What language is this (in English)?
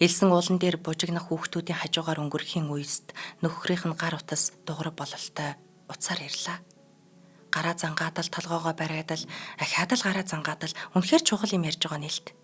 Mongolian